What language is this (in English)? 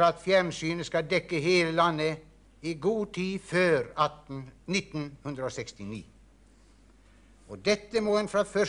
Norwegian